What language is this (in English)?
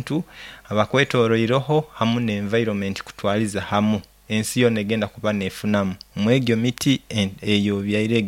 Nyoro